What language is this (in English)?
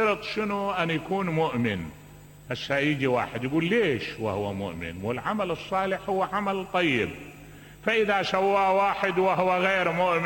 Mesopotamian Arabic